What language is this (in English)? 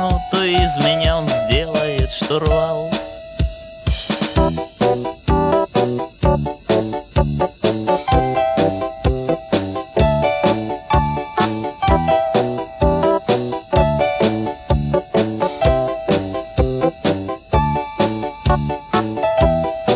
Russian